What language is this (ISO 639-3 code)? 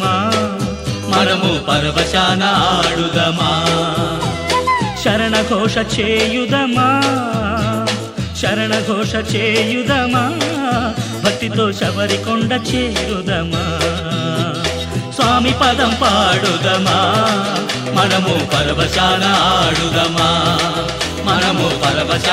tel